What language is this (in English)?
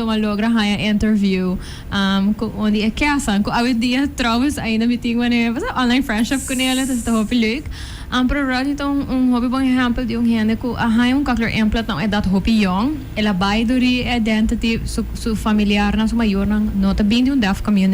Papiamento